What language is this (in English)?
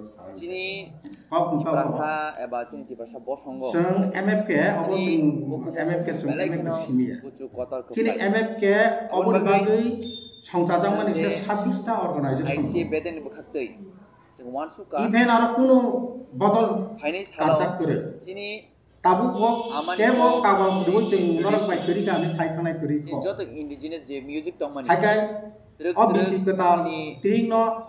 Kok Borok